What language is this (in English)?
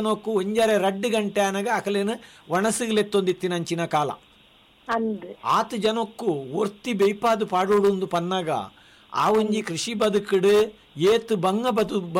Tulu